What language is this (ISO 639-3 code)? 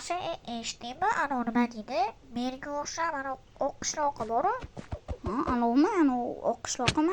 uzb